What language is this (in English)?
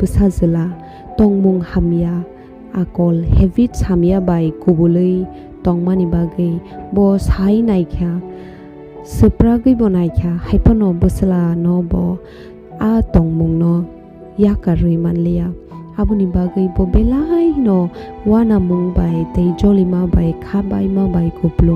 Kok Borok